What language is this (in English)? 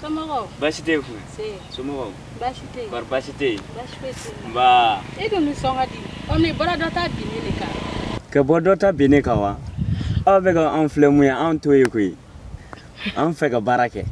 Bambara